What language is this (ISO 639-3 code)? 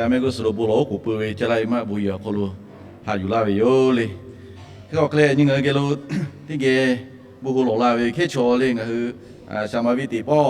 lhu